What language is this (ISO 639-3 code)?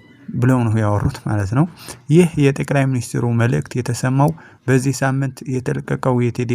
amh